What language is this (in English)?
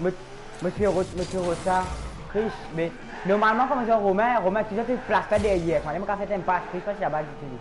Morisyen